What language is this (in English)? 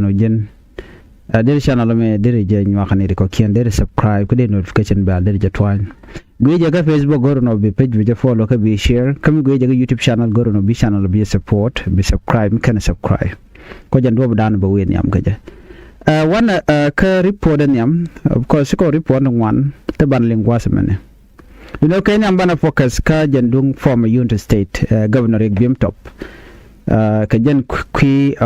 Nuer